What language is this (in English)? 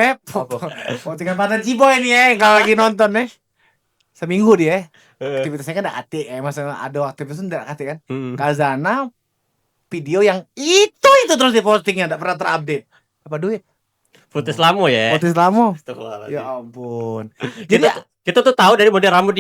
Musi